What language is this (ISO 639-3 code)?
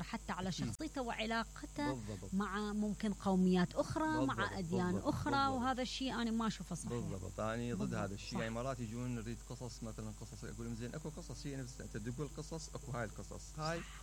acm